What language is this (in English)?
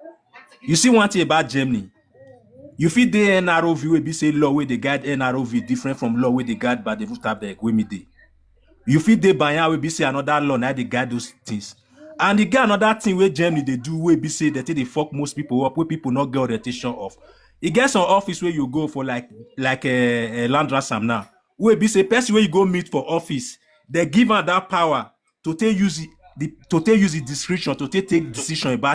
Nigerian Pidgin